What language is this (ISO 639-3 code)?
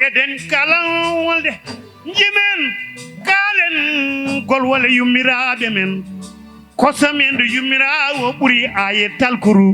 ful